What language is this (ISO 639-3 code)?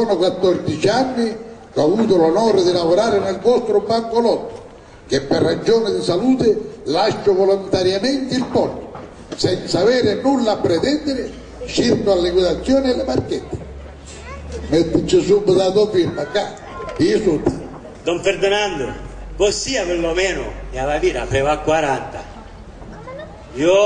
ita